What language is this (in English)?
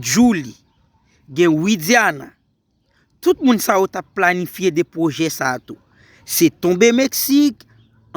Haitian Creole